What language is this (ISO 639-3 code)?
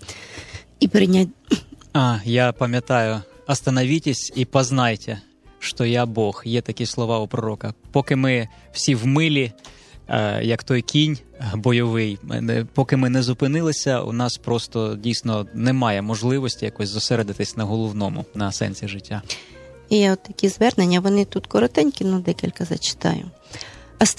ukr